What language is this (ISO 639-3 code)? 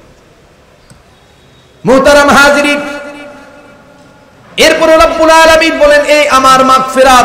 ben